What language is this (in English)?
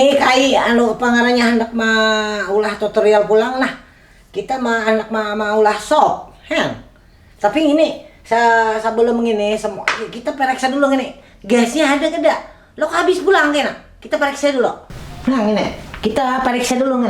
Banjar